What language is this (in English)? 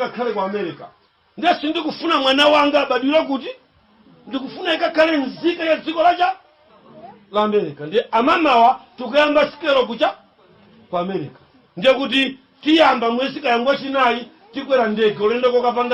Nyanja